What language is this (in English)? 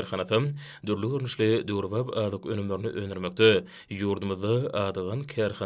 Turkmen